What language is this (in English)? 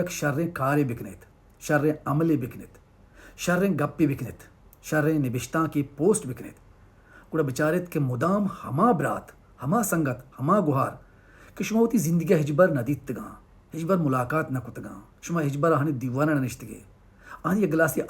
Baluchi